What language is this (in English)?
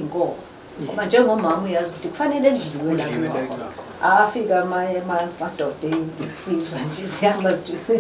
Zulu